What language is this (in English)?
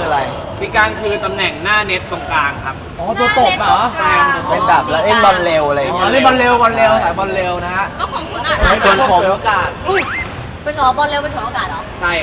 Thai